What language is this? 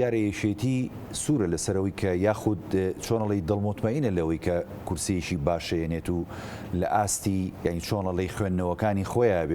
Central Kurdish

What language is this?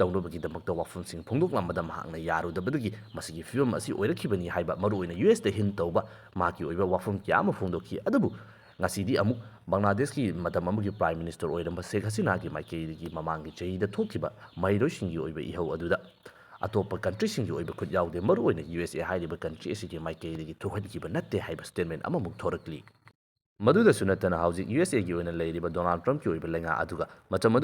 Manipuri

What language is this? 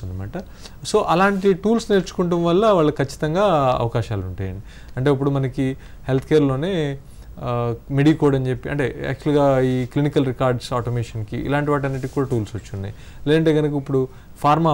Telugu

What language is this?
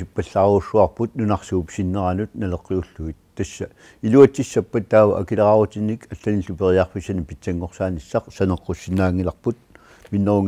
Kalaallisut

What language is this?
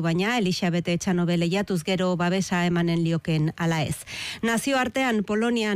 Basque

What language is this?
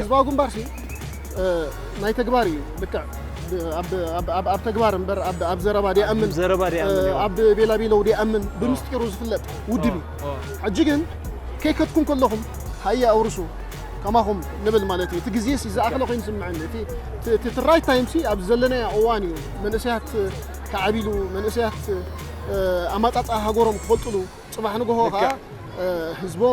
Tigrinya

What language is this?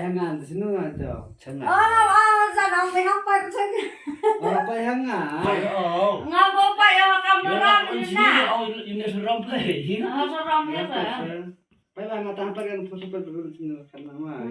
Khasi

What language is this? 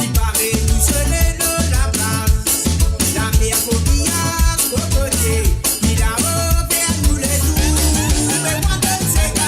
Morisyen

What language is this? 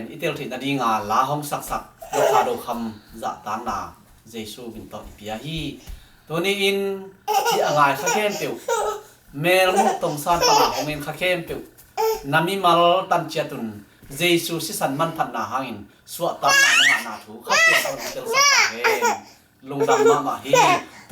Tedim Chin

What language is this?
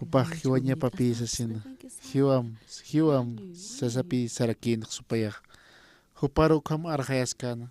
Aymara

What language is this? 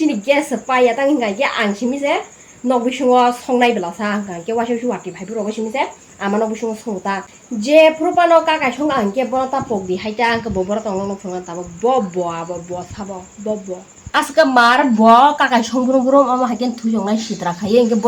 Kok Borok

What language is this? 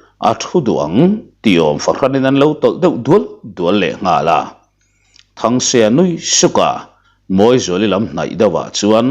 Mizo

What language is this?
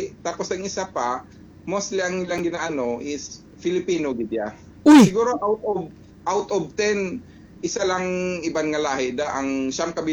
Hiligaynon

